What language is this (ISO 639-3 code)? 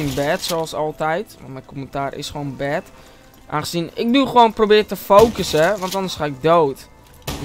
nld